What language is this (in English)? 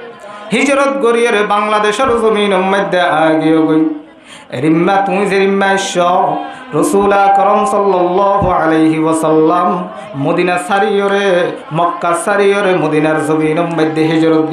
Rohingya